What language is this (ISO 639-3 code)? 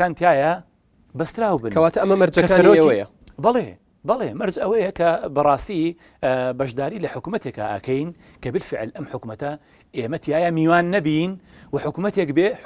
ckb